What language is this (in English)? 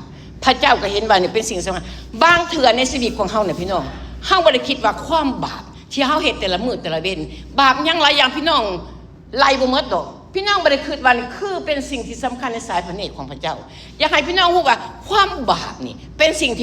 Lao